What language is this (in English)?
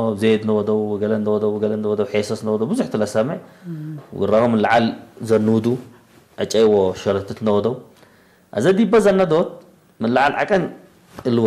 Tigre